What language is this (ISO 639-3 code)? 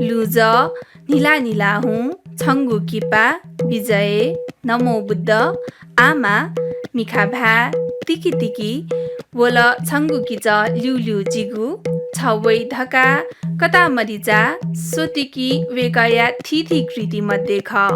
new